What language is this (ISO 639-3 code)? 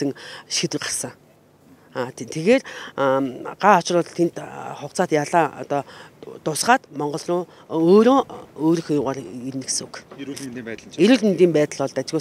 mon